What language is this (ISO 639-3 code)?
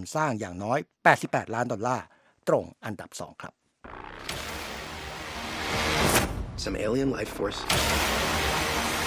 tha